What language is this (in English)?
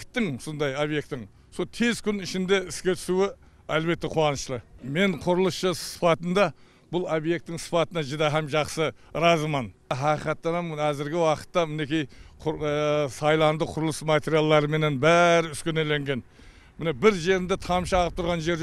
Kara-Kalpak